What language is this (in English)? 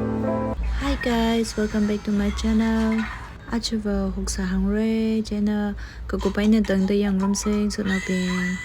Tangkhul Naga (India)